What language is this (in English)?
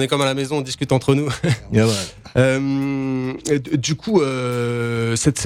French